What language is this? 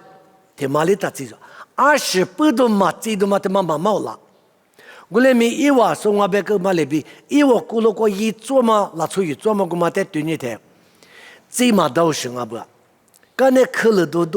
Lisu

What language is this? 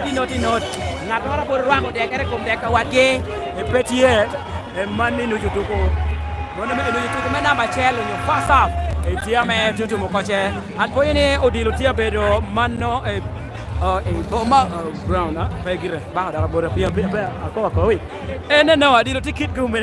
Lango (Uganda)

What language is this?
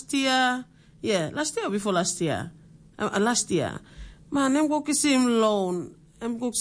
Tok Pisin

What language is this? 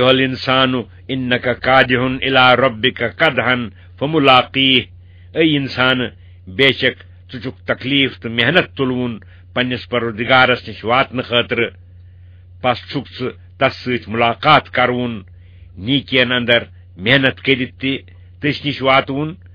Kashmiri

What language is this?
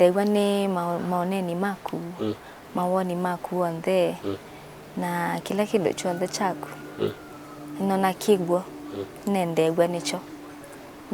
Kamba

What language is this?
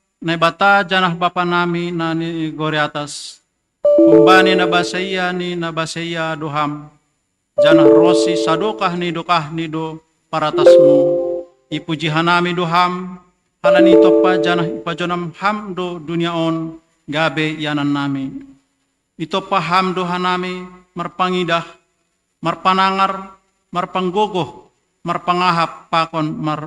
Batak Simalungun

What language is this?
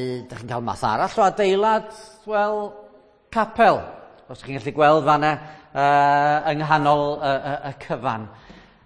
Welsh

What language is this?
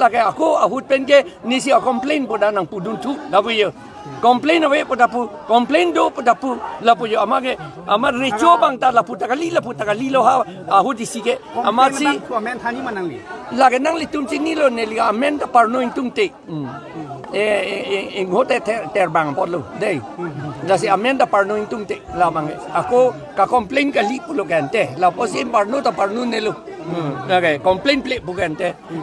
Karbi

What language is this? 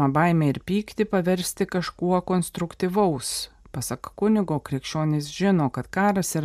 Lithuanian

